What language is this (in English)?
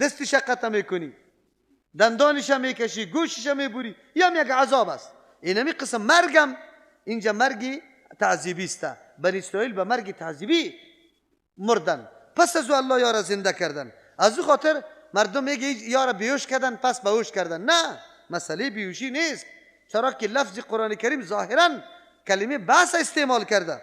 Persian